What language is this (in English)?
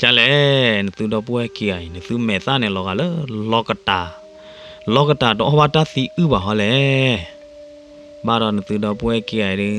S'gaw Karen